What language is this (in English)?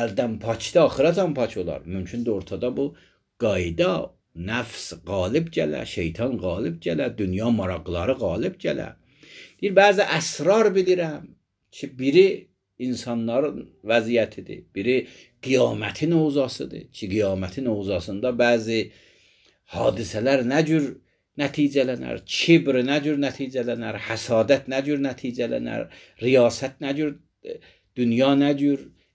Azerbaijani